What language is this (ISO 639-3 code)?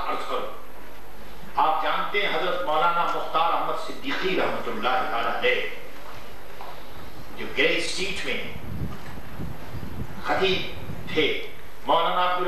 urd